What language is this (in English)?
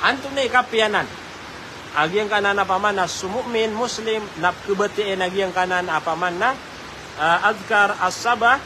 Maranao